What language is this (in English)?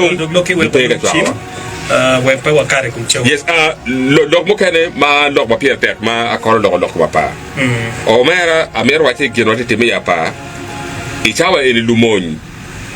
Acoli